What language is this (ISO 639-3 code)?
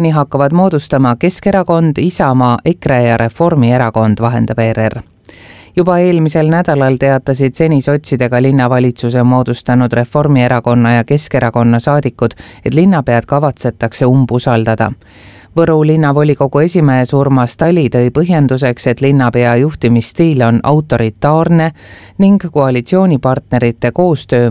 est